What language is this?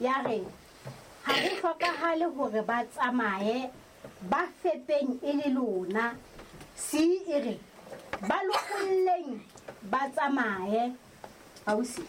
Southern Sotho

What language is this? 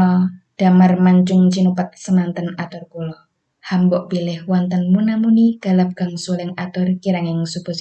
Javanese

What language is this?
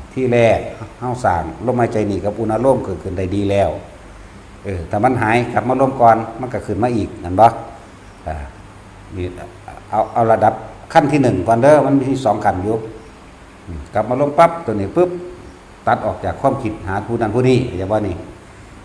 Northeastern Thai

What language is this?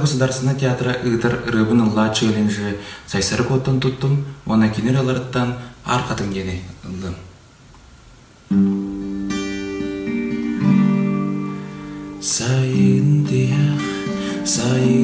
Yakut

